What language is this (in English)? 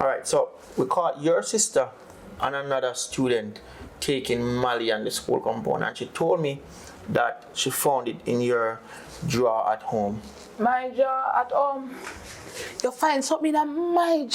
Jamaican Creole English